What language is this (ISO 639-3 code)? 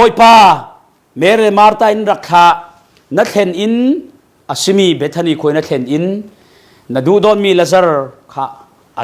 cfm